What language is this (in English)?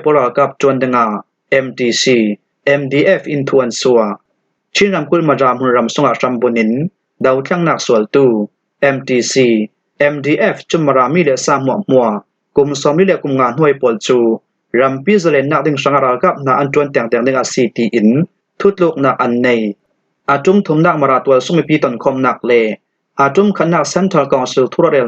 Falam Chin